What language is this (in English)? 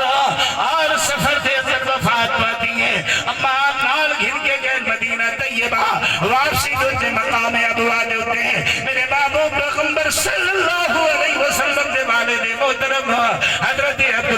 Saraiki